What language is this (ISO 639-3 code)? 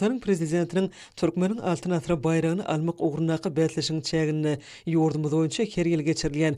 tuk